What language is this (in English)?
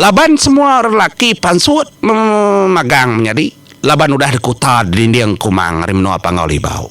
Iban